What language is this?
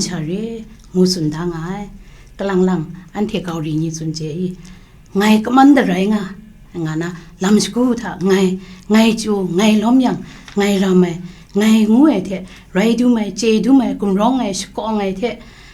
Kachin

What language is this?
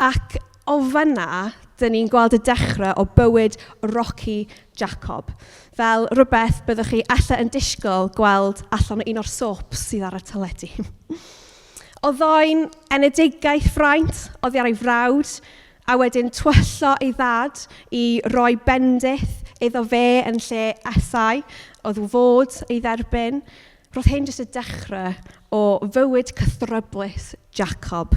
Welsh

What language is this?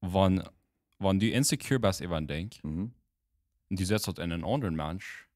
Plautdietsch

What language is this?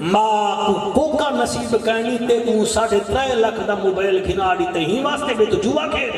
Saraiki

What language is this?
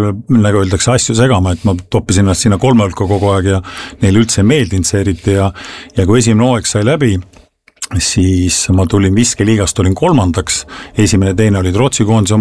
Estonian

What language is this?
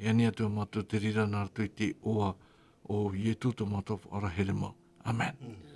Tahitian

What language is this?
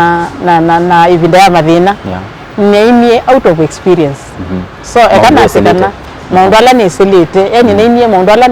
Kamba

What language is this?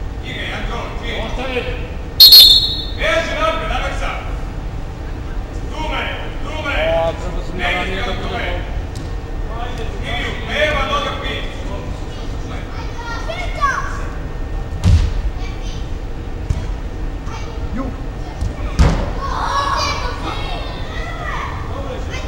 Croatian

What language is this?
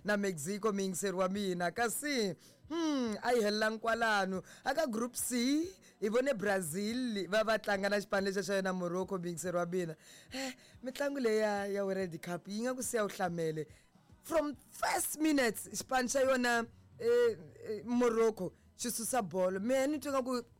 Tsonga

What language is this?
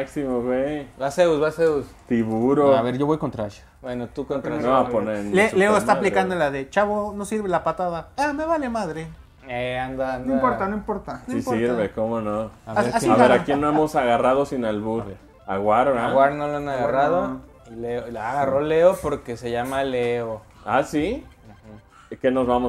Spanish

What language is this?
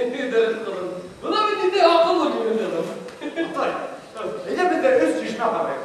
Bashkir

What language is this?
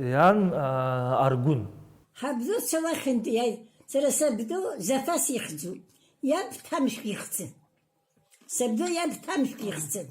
Abkhazian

